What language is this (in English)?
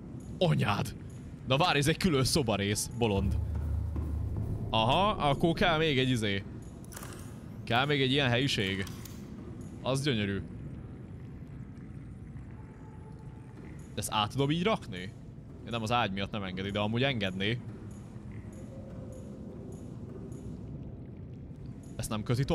Hungarian